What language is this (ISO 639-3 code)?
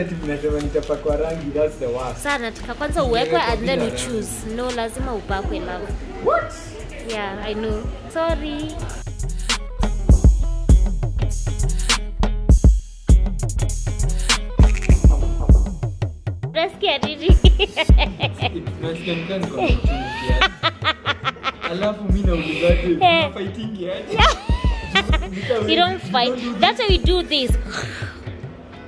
swa